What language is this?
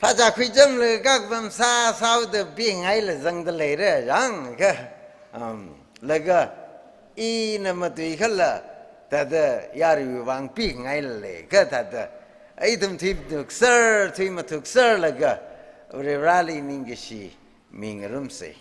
Tangkhul Naga (India)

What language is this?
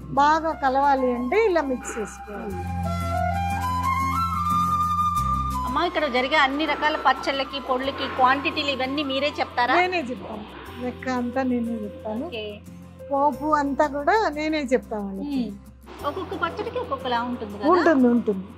Telugu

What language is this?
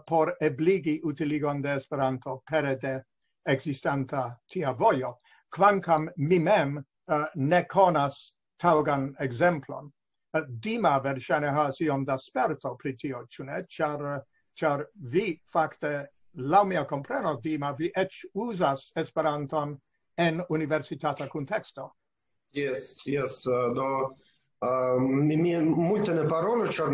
Esperanto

